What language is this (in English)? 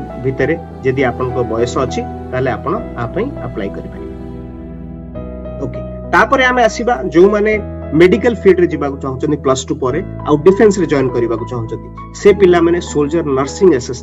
Odia